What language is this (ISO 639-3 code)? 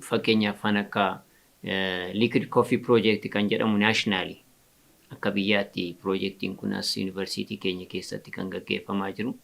orm